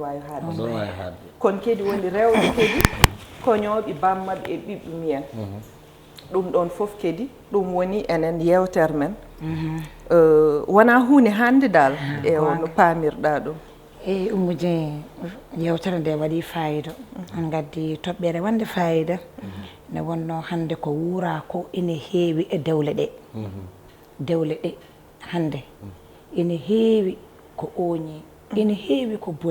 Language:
Fula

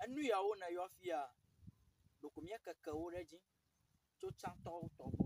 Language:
Ewe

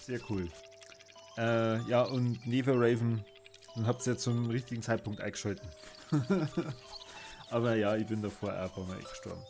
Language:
Bavarian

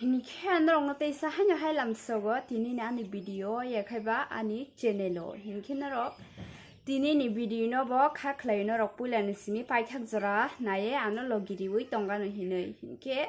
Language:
Kok Borok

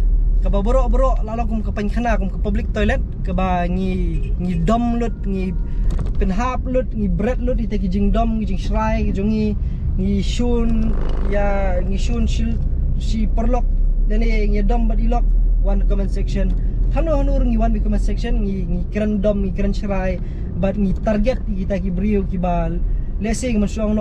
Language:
Khasi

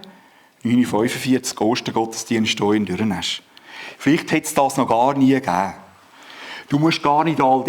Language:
Swiss German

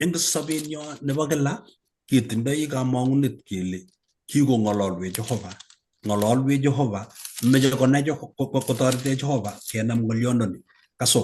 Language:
Kalenjin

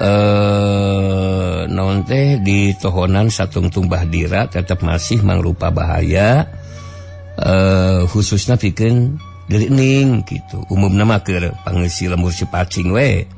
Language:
Sundanese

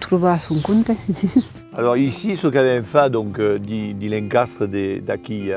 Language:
Occitan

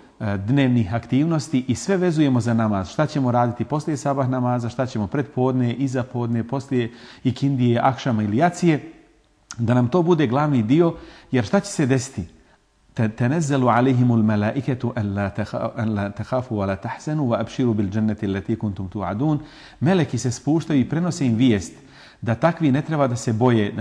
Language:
Bosnian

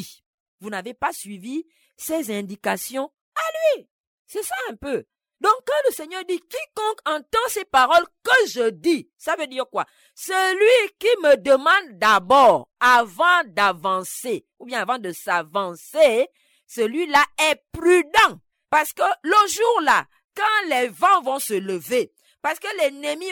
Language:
French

